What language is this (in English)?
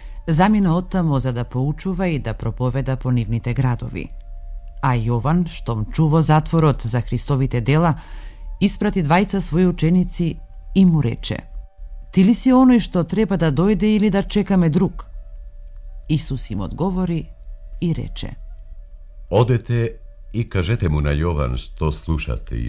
Macedonian